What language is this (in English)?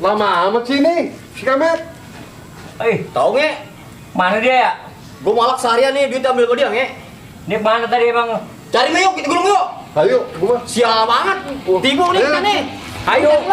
Betawi